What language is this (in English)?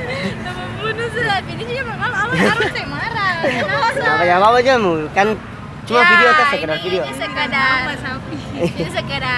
Ambonese Malay